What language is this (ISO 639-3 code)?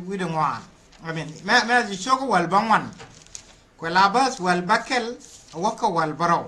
nus